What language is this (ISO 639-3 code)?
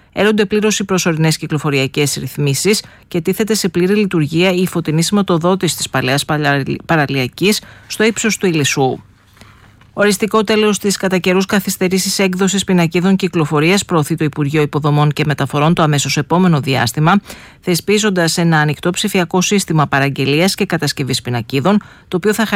ell